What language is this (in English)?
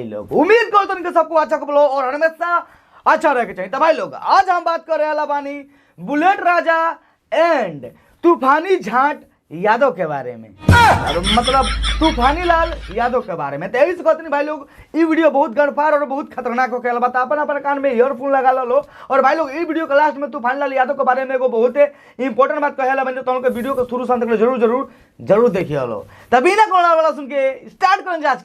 Bhojpuri